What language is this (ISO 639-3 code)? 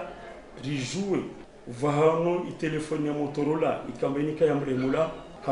zdj